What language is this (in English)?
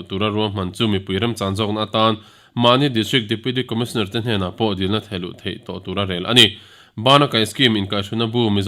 Mizo